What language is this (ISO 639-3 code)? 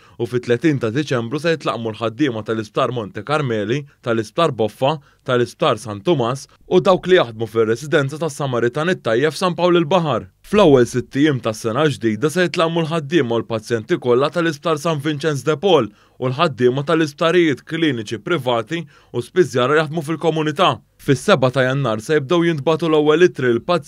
mlt